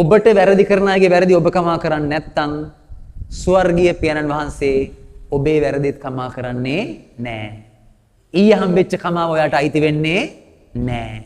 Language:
Sinhala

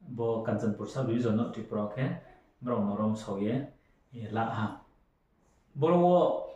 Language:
Riang (India)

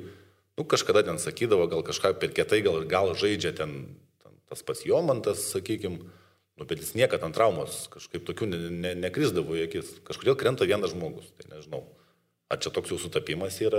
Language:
Lithuanian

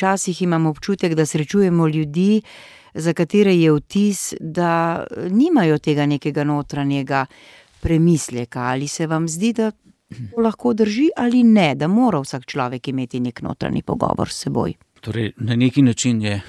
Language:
Slovenian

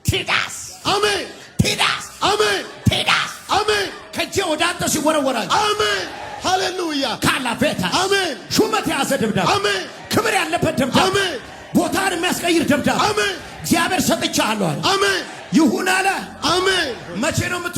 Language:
Amharic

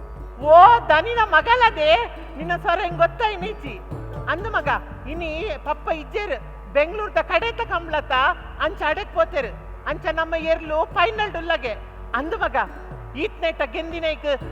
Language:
Tulu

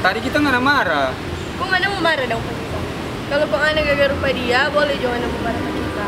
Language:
Manado Malay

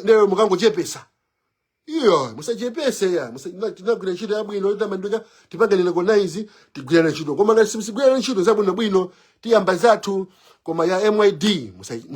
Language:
Nyanja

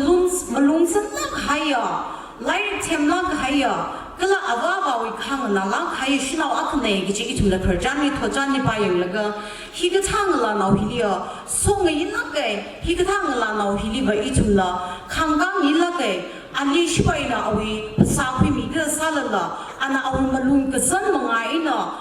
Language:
Tangkhul Naga (India)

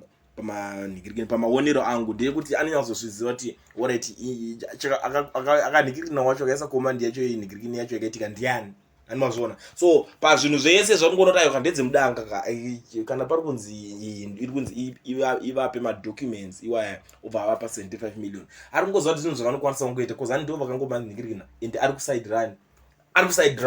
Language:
Shona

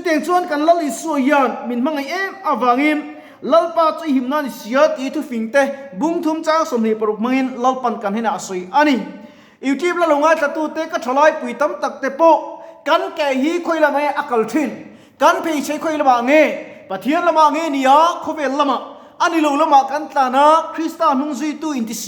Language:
Mizo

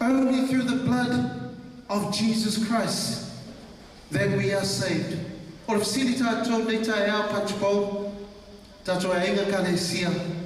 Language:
Samoan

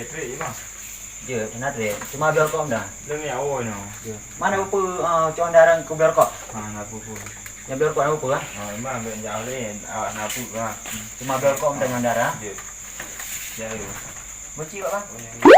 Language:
Achinese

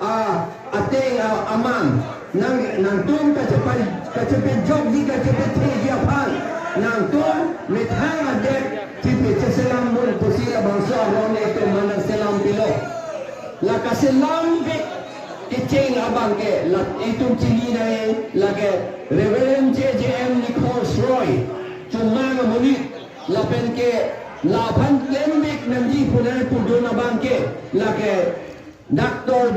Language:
Karbi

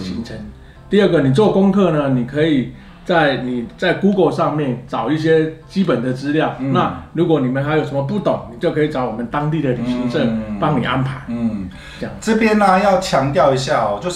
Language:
Chinese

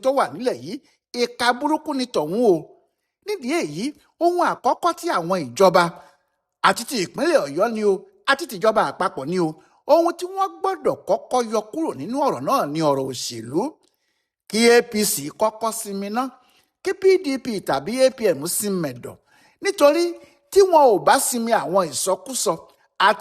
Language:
Yoruba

